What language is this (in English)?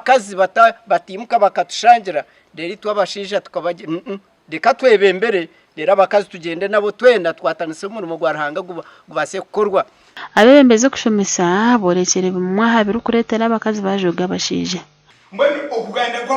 Nyankole